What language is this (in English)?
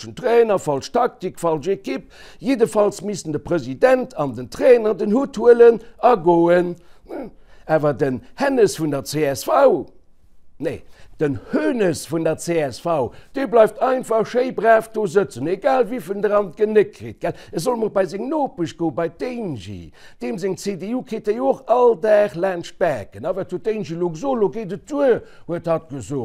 Luxembourgish